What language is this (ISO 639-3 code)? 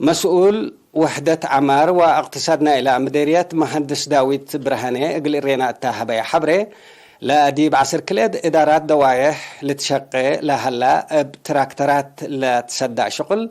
tig